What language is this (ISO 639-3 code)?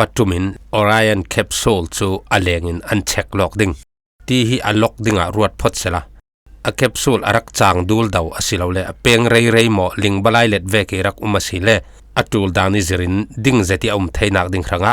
cfm